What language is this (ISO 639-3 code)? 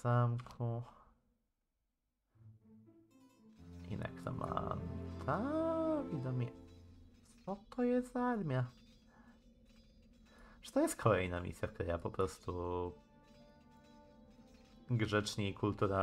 pol